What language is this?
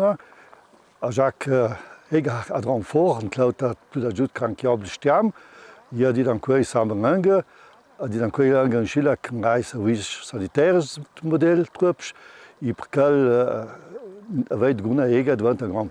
Ladin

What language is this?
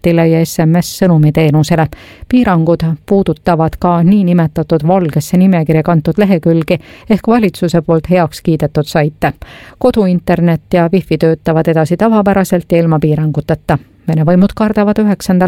Estonian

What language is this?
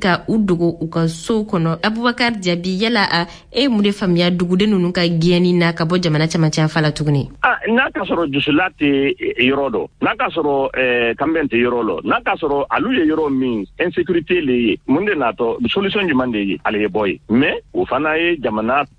Bambara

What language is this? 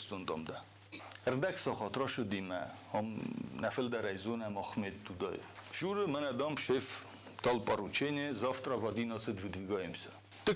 Ossetic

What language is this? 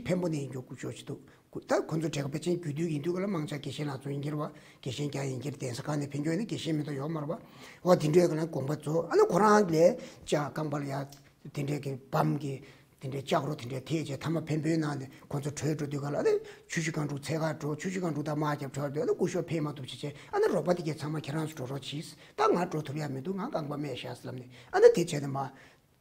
Tibetan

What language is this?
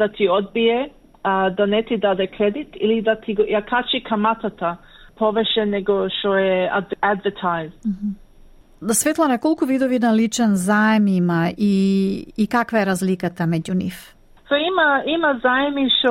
Macedonian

